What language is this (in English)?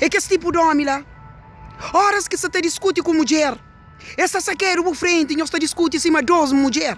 Kabuverdianu